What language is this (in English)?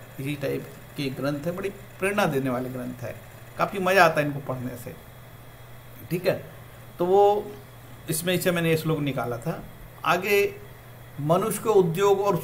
Hindi